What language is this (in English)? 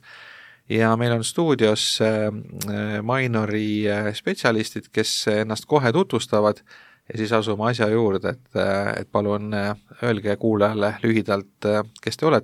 Estonian